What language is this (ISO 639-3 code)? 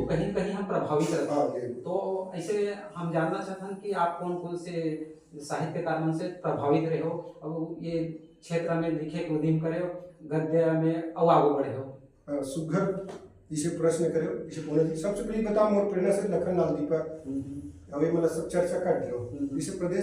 hne